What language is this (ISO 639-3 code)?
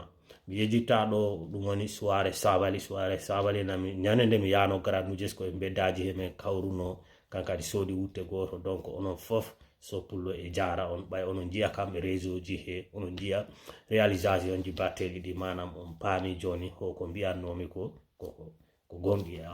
ful